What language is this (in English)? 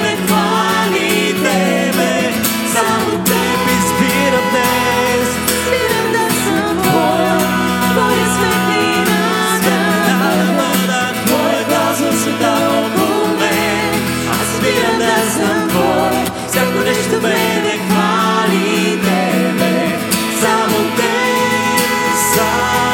Bulgarian